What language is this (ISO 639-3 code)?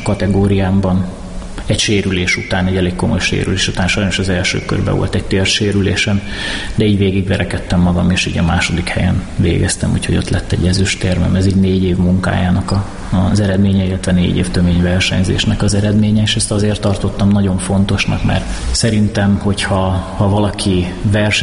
hun